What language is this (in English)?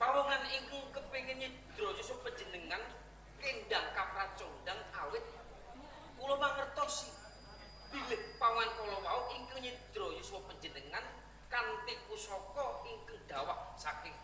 Javanese